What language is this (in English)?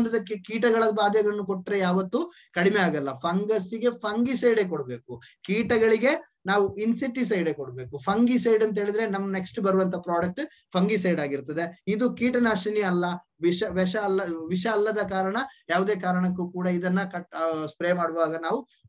Kannada